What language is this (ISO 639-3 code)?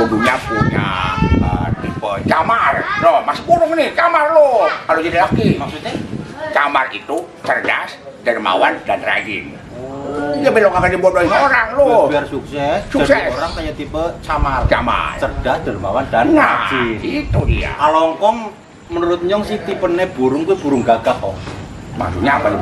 bew